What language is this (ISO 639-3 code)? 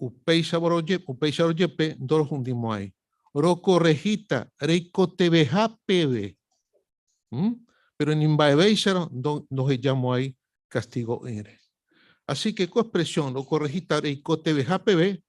grn